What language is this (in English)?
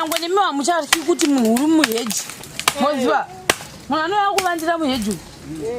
Shona